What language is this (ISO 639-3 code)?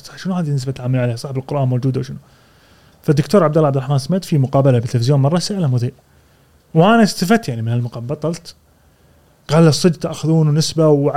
afb